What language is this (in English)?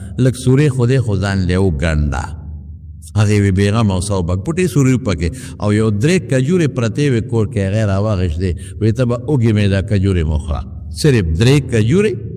Pashto